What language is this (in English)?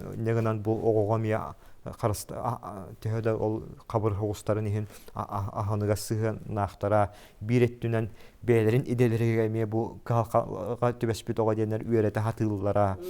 Yakut